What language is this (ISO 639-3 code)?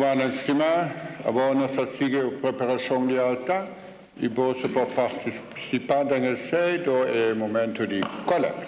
pap